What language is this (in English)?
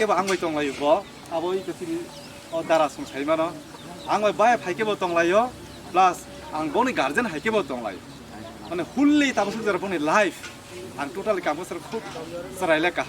Kok Borok